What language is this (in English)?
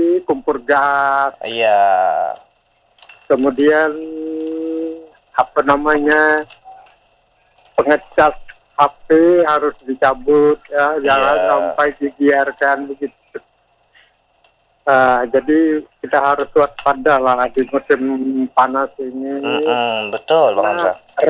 Malay